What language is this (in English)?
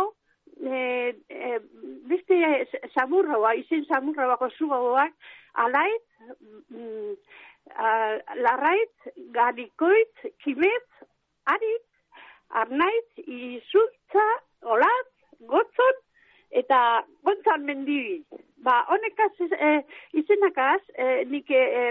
Basque